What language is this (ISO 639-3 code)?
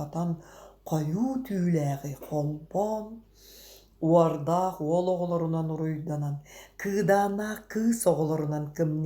sah